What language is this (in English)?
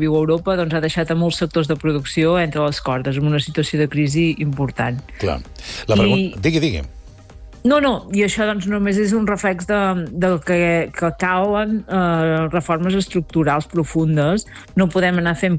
Catalan